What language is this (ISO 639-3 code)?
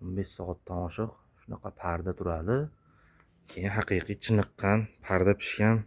uzb